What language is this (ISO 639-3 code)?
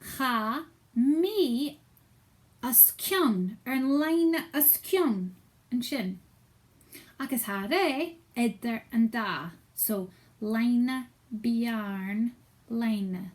gla